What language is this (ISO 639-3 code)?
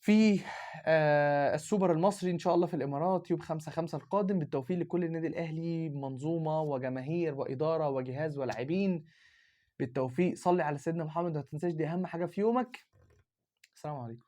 arz